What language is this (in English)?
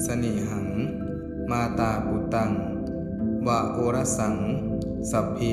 Pali